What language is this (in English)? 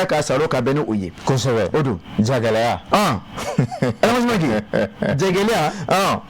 Bambara